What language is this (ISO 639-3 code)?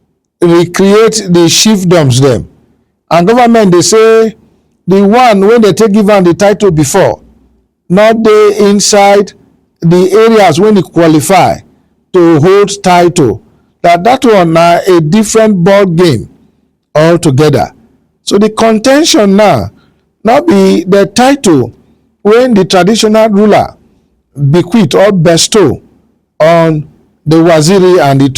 pcm